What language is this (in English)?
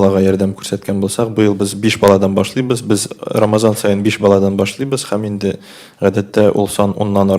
Tatar